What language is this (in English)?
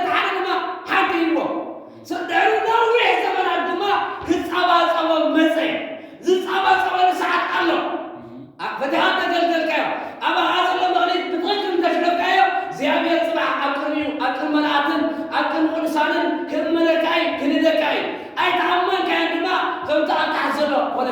Tigrinya